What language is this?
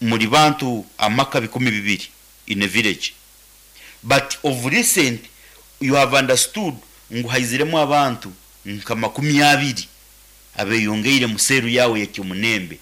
Nyankole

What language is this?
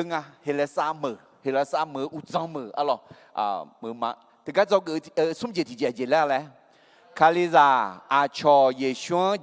Akha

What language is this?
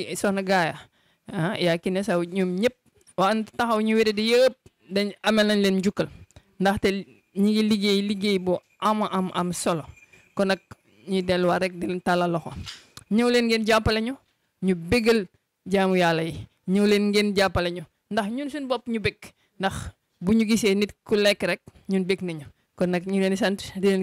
Wolof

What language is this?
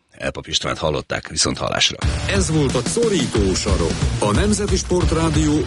Hungarian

